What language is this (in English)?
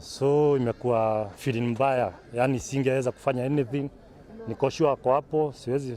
Meru